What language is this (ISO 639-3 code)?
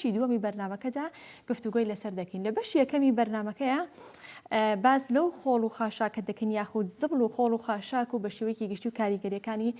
ckb